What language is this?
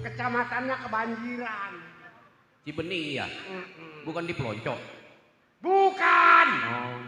Betawi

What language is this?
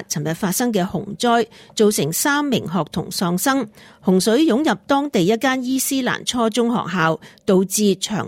Cantonese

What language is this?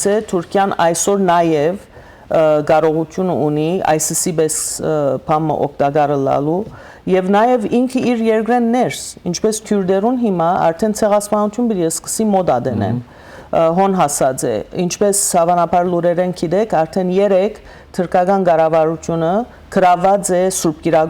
Western Armenian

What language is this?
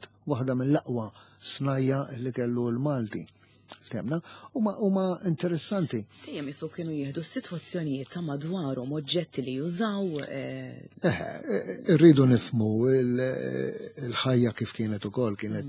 Maltese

